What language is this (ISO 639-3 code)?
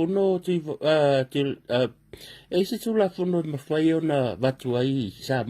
smo